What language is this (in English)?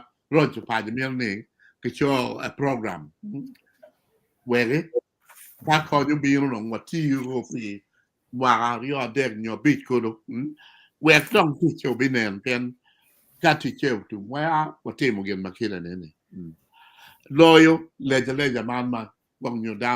Acoli